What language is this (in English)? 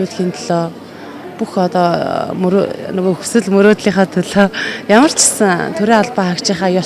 Mongolian